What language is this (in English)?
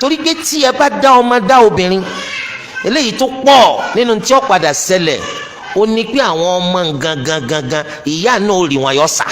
Yoruba